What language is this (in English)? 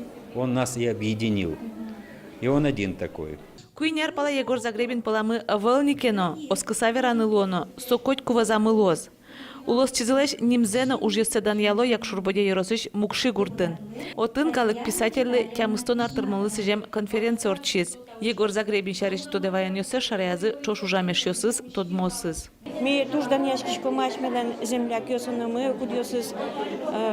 Udmurt